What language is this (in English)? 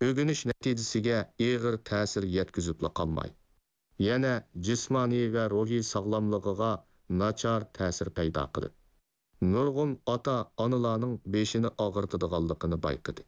Uyghur